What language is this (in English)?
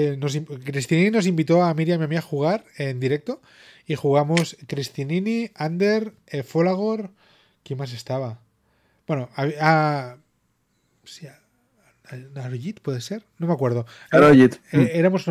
Spanish